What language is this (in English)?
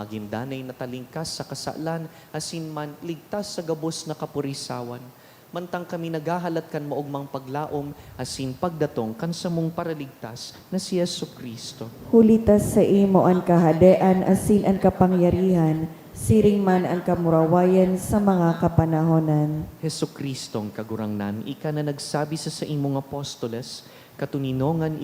Bikol